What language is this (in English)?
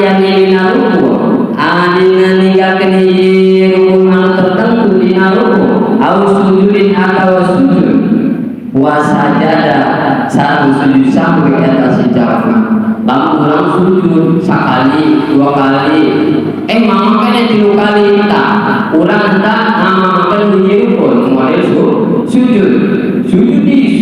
Sundanese